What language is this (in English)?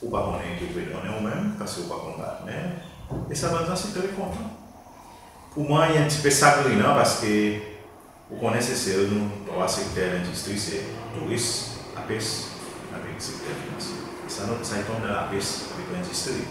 Seselwa Creole French